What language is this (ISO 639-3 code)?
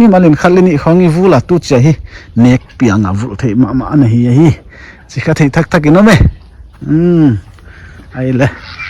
pck